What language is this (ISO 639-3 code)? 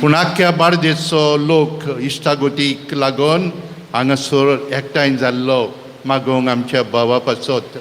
kok